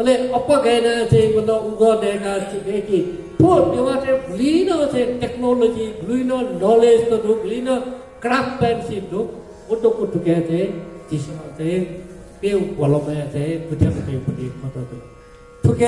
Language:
Newari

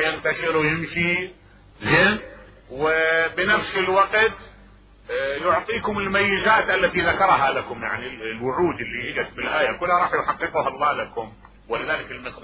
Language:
Mesopotamian Arabic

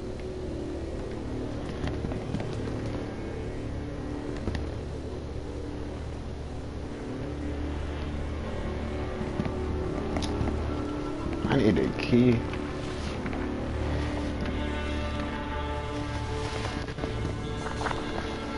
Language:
English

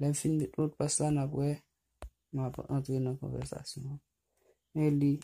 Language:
Haitian Creole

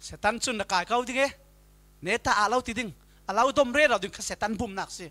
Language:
Falam Chin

